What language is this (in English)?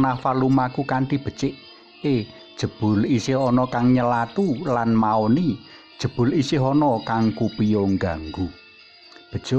Javanese